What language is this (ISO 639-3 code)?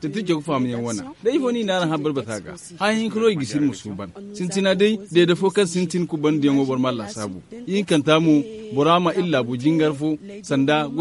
dje